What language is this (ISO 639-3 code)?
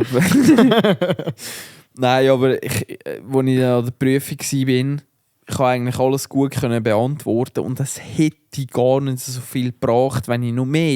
gsw